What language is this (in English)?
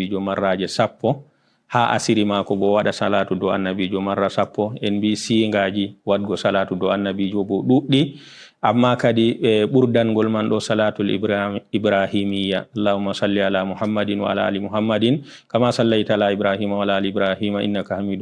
Fula